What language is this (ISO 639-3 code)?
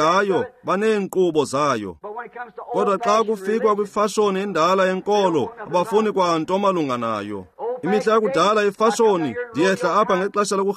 xho